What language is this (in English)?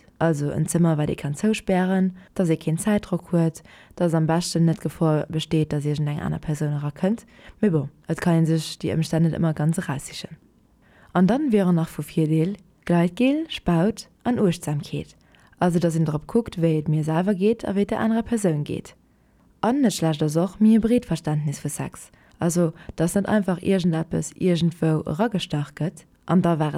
Luxembourgish